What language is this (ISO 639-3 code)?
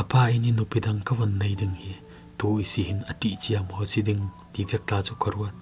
cfm